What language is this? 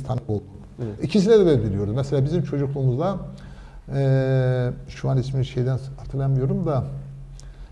Turkish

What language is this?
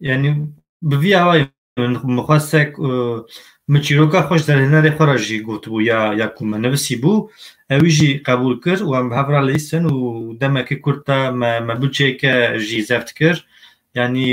Kurdish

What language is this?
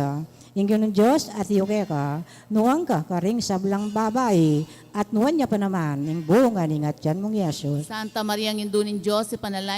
Pampanga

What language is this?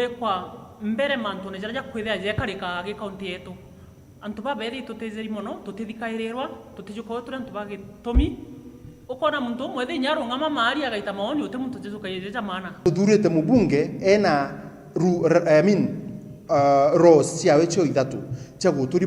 Meru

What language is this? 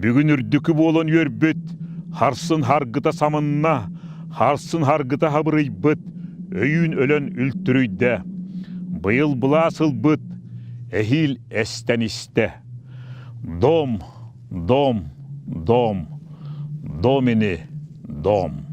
Yakut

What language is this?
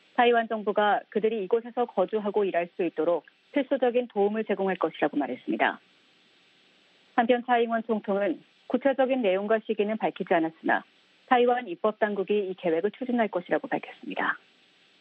Korean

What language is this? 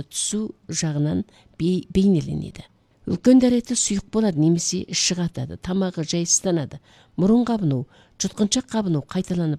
Kazakh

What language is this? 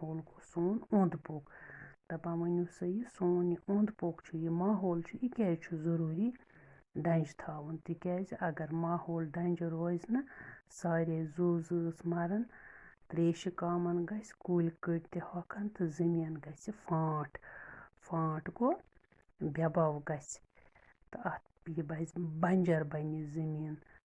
Kashmiri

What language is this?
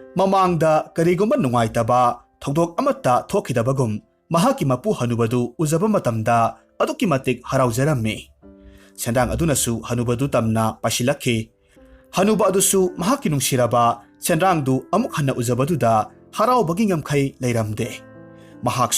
Manipuri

